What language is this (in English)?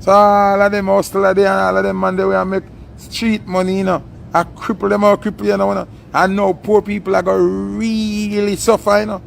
Jamaican Creole English